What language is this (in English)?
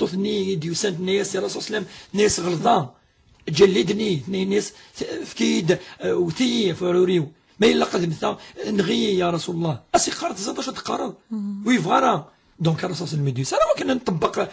Kabyle